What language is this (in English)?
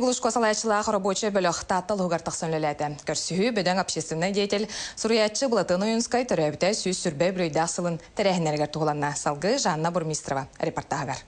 Yakut